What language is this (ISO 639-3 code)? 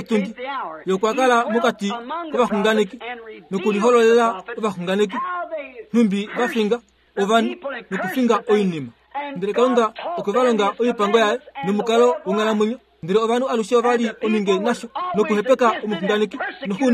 kua